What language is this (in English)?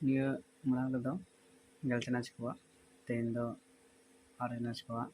Santali